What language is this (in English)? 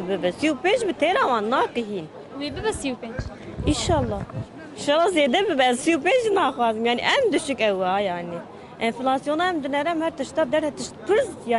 Kurdish